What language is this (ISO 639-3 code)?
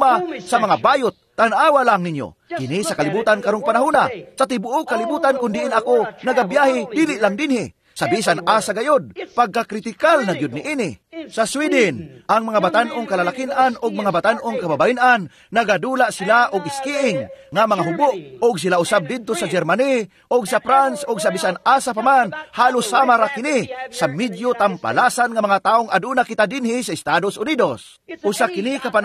ceb